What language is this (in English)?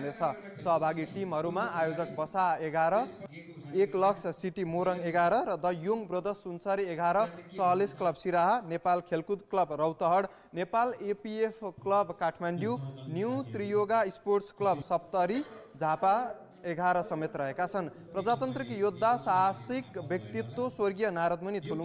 Nepali